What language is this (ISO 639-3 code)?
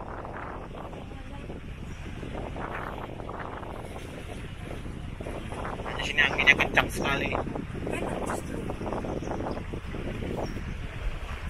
ind